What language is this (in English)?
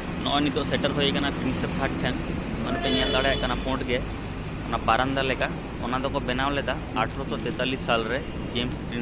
Santali